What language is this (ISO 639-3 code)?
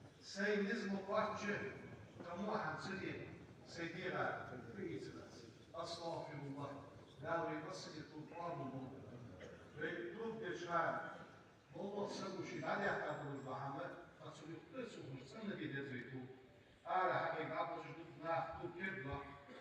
inh